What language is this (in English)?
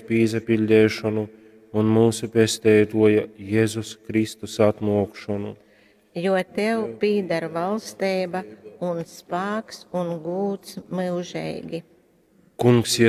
Latgalian